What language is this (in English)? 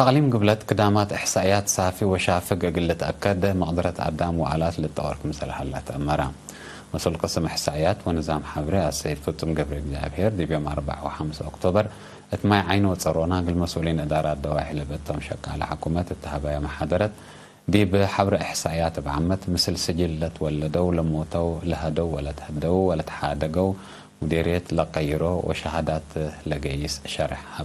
Tigre